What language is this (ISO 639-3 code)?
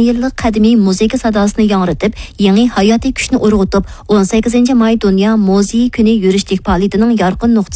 uig